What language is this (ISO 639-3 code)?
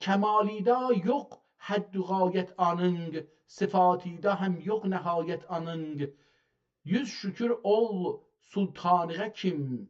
azb